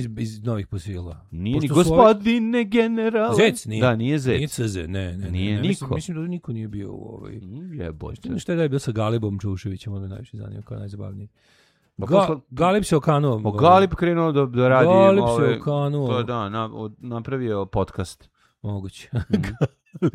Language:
Serbian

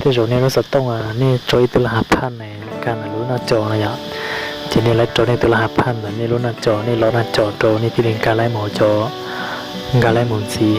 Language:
Hmong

